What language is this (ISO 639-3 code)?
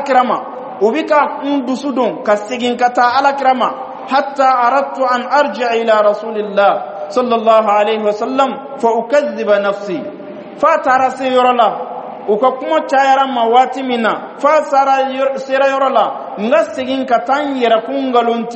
bam